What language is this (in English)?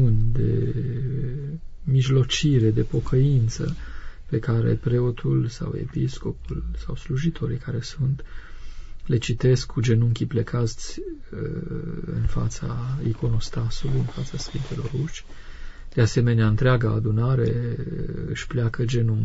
Romanian